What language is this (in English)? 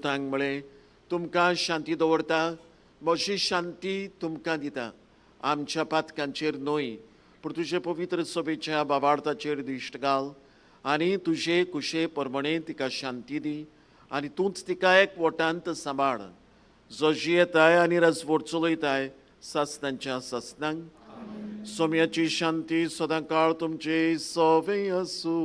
Konkani